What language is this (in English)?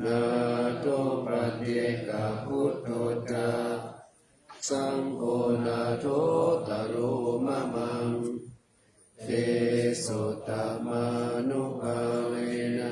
Pali